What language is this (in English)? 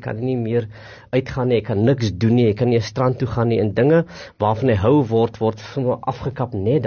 Afrikaans